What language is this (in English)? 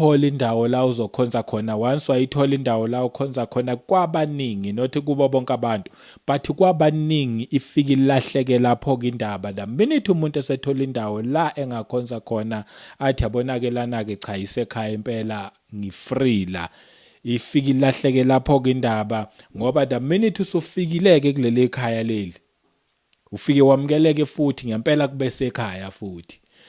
Zulu